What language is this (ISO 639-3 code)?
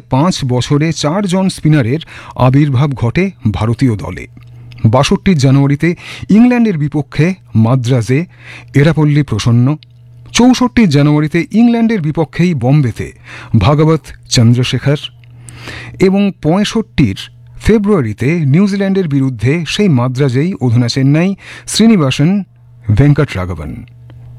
ben